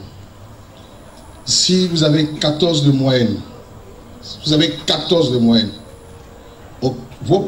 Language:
French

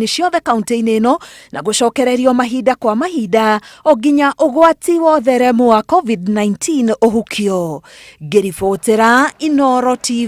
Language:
Kikuyu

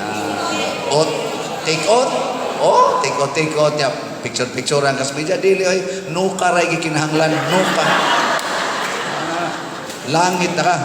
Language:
Cebuano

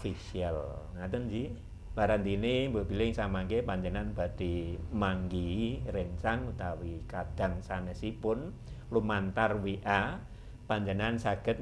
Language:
Javanese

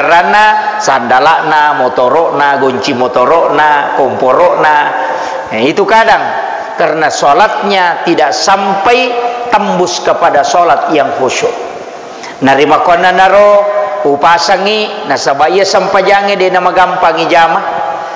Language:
Buginese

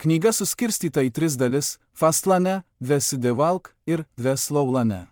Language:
Lithuanian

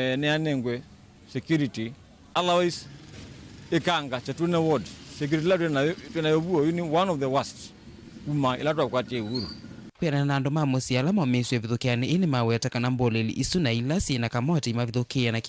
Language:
Kamba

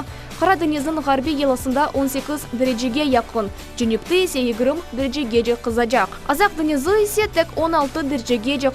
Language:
Crimean Tatar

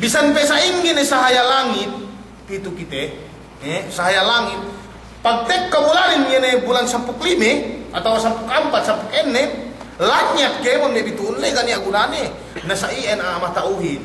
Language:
Yakan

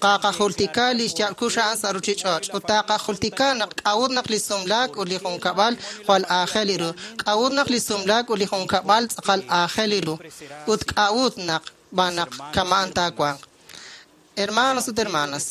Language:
Kekchí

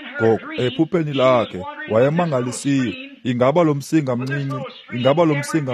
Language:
Xhosa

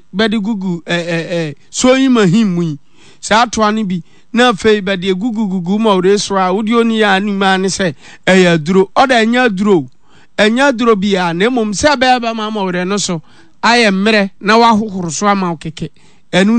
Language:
Akan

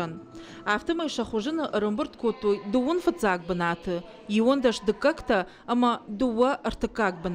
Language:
Ossetic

